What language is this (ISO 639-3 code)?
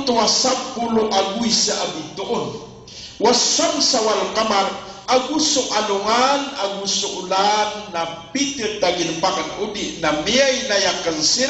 mrw